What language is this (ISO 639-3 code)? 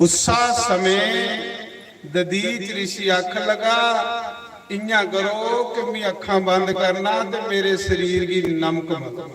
doi